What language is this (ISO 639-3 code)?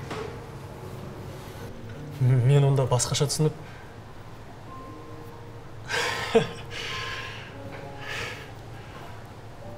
kaz